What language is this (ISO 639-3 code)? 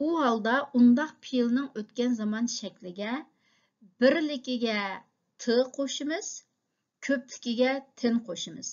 uig